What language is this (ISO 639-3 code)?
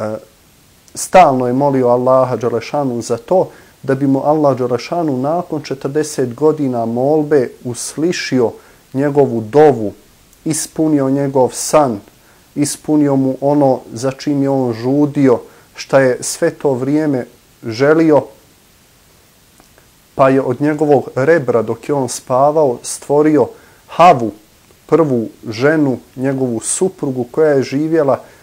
bos